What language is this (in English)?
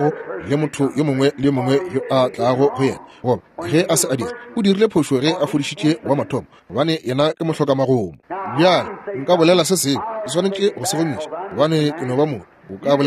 Northern Sotho